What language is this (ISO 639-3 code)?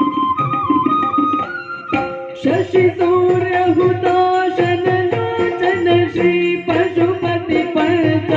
kan